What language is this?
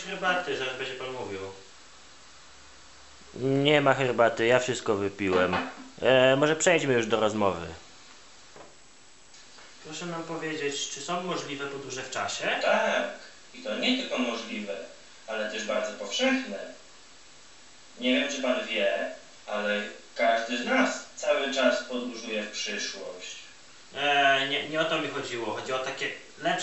Polish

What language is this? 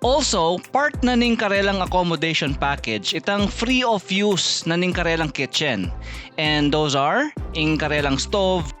Pampanga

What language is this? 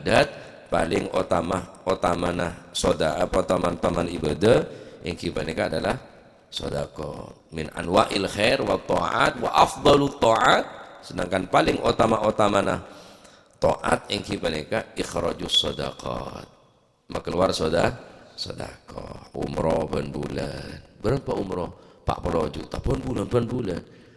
Madurese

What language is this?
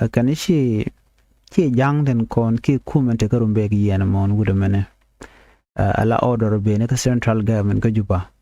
Nuer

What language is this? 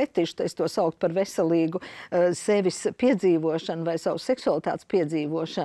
Latvian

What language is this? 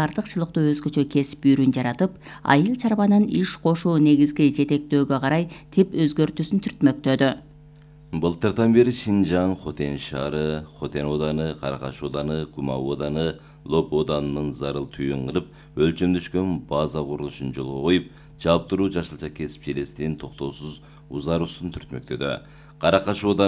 Kyrgyz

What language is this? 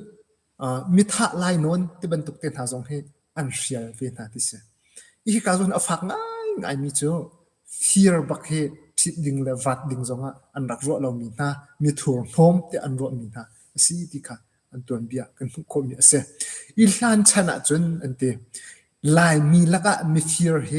Hakha Chin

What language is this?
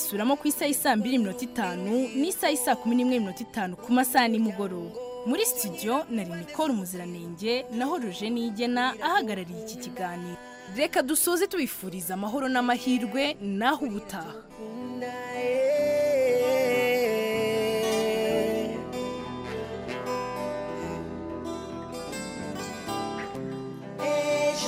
Kinyarwanda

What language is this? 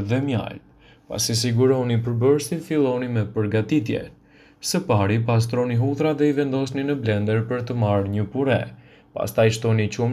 Albanian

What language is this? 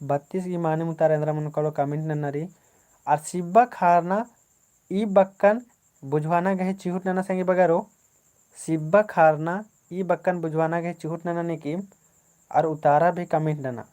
Kurukh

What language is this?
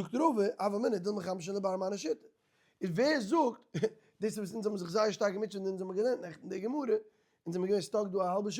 Yiddish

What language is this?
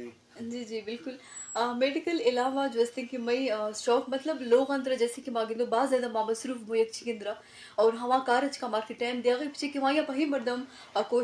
Eastern Balochi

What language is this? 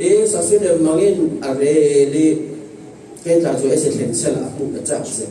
Falam Chin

